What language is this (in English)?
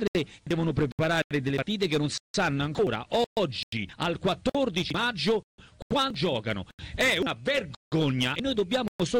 Italian